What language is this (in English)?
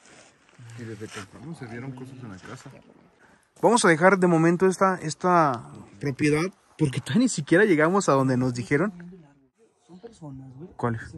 Spanish